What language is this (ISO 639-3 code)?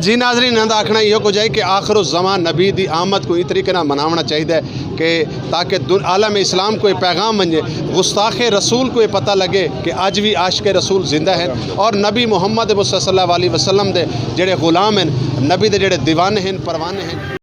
skr